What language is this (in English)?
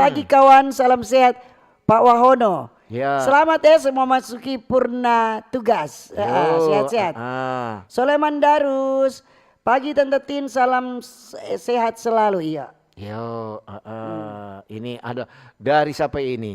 Manado Malay